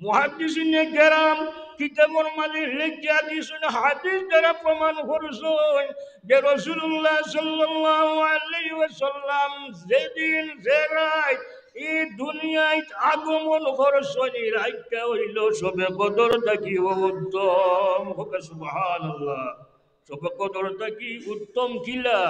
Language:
Sylheti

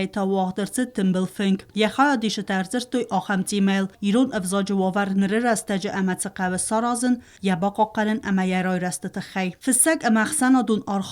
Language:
Ossetic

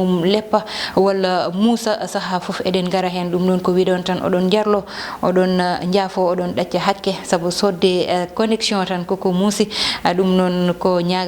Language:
Fula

